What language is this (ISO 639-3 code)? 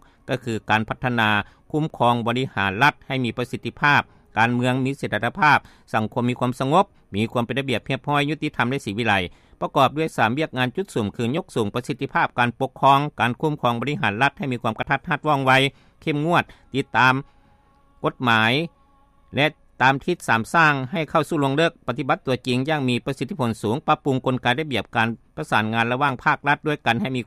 lao